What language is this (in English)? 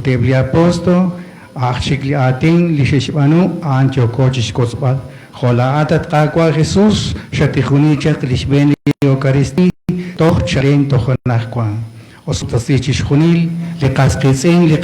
Kekchí